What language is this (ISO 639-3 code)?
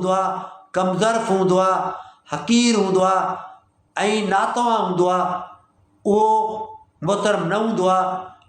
snd